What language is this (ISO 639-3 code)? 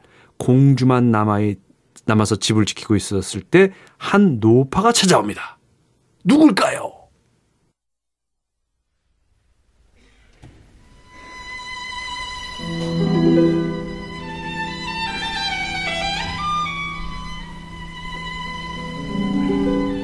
kor